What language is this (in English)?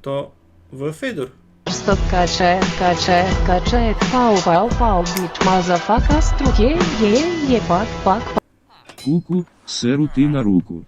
Rusyn